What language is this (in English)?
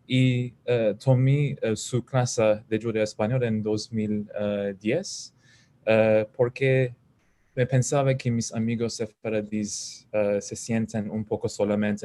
Ladino